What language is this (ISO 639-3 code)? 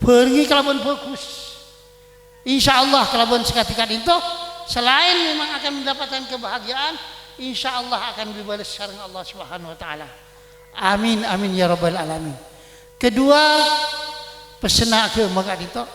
mad